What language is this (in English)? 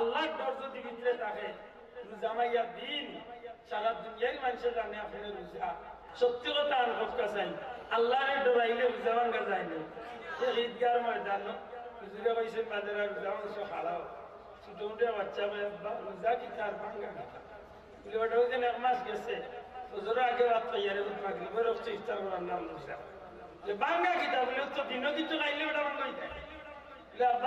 Sylheti